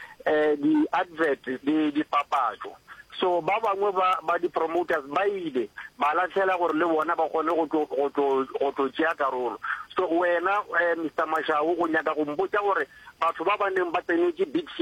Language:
Northern Sotho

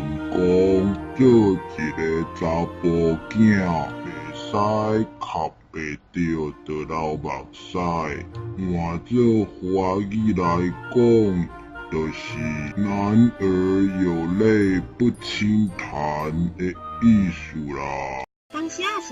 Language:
Min Nan Chinese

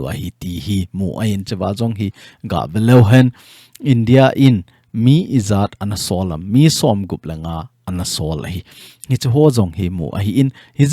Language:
Thado Chin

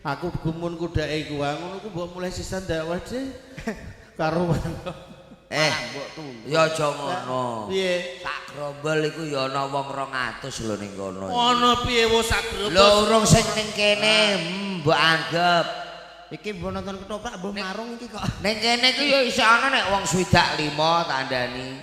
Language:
Javanese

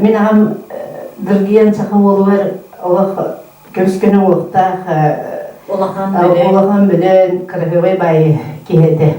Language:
Yakut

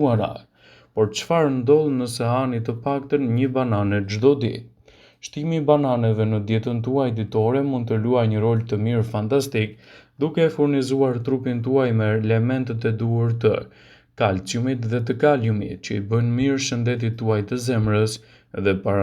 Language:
Albanian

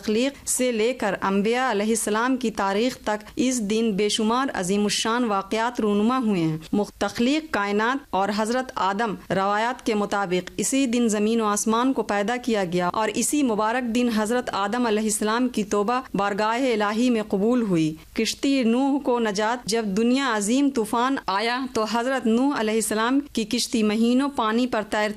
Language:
Urdu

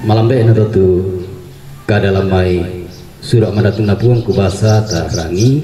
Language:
Toraja-Sa'dan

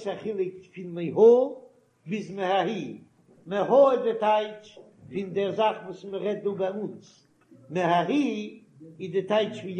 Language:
Yiddish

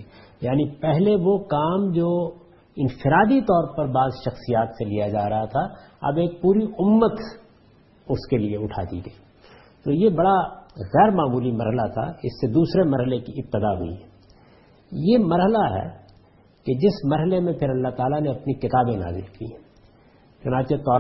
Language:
Urdu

